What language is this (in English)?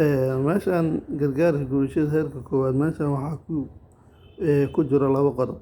Somali